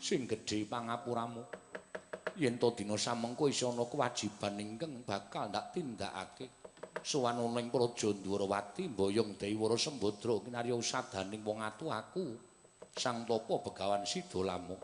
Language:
Javanese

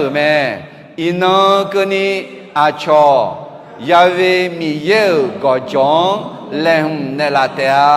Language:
Akha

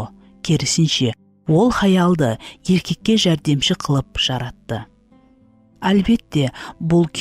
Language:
Kara-Kalpak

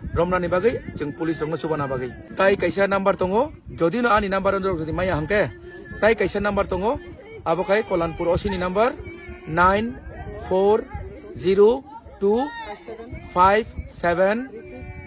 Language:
Kok Borok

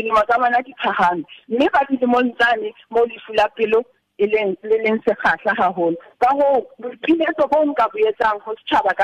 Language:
Southern Sotho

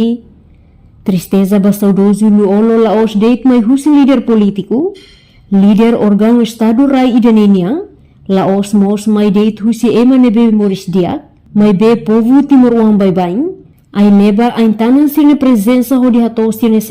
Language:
Tetum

